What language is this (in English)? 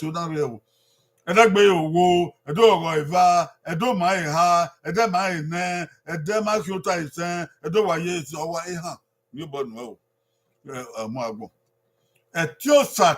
Bini